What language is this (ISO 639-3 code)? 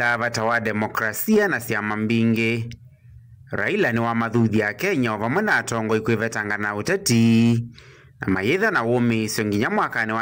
kam